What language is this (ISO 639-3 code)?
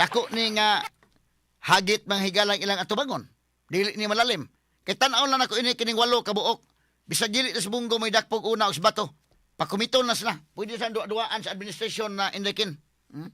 ceb